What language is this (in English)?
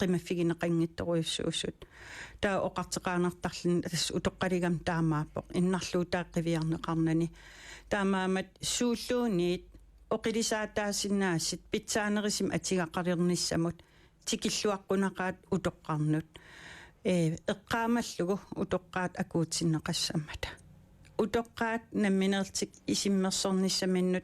Kalaallisut